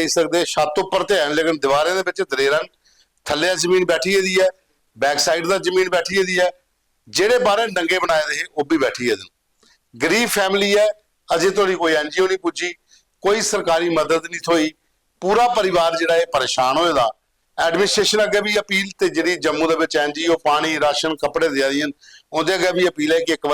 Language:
Dogri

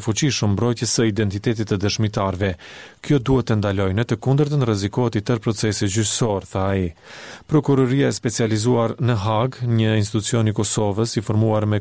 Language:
Albanian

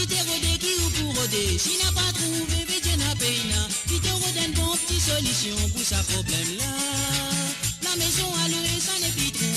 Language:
Morisyen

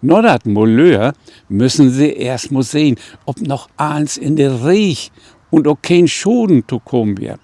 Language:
Low German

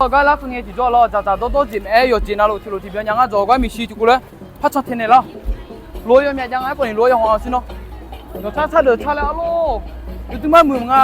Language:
Akha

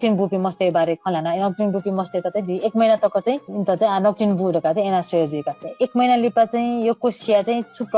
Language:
Newari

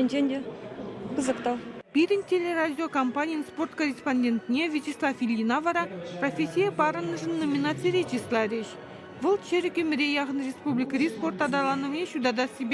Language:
Chuvash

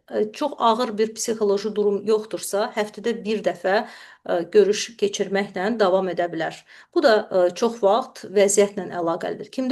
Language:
Azerbaijani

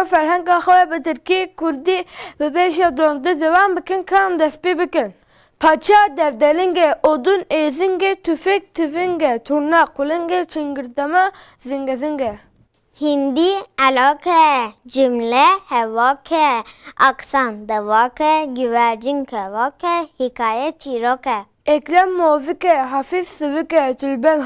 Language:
Kurdish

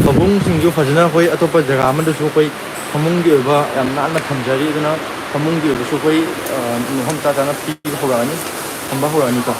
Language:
Manipuri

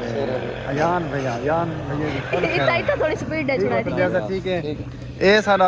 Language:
Saraiki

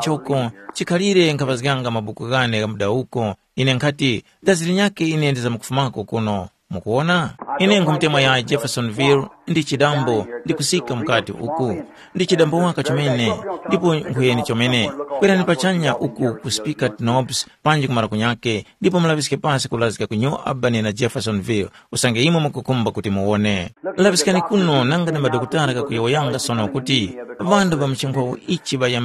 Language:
Tumbuka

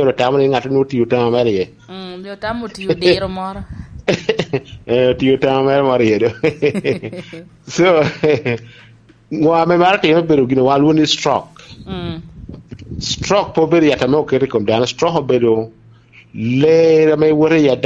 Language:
Lango (Uganda)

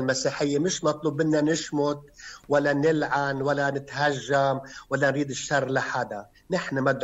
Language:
North Levantine Arabic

